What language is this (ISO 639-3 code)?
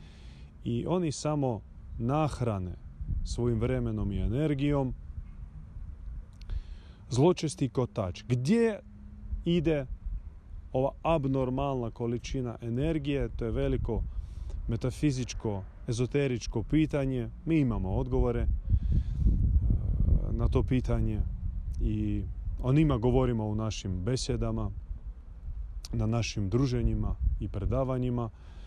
hrv